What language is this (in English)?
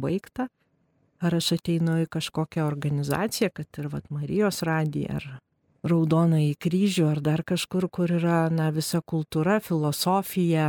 Lithuanian